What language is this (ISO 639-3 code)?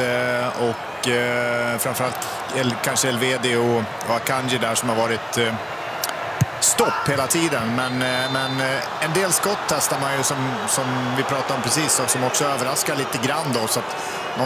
swe